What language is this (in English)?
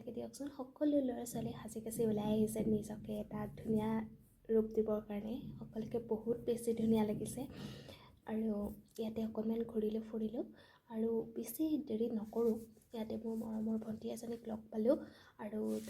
Assamese